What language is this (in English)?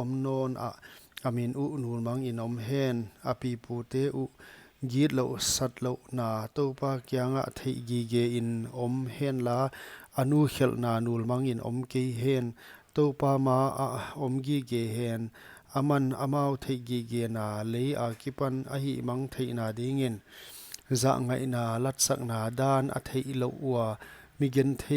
Paite Chin